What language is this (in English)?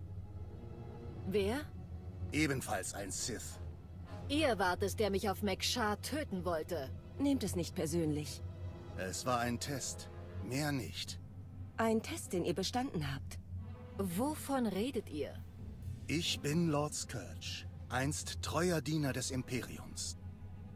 German